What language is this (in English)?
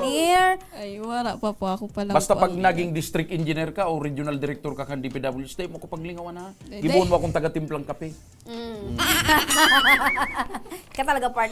Bikol